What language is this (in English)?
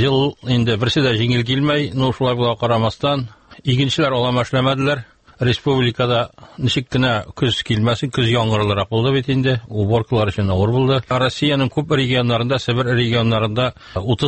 Tatar